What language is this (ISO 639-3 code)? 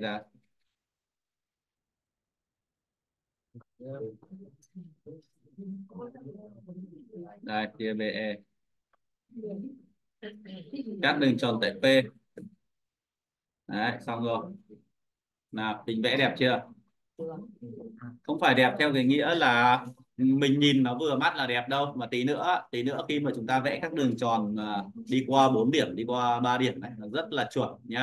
vie